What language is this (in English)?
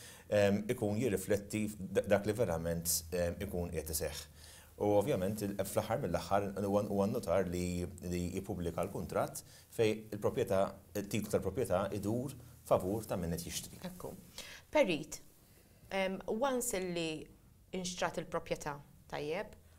Maltese